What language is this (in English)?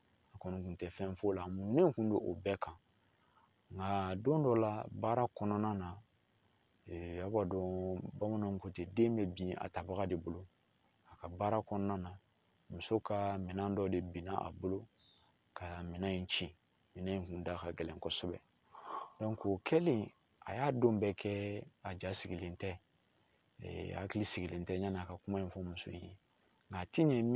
Bambara